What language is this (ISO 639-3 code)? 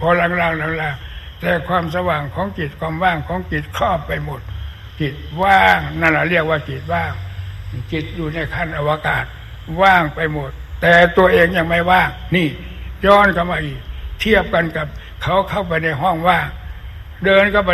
tha